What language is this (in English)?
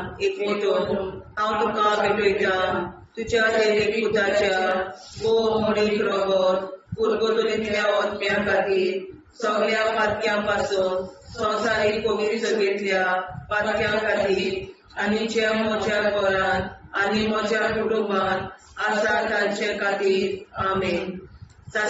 Konkani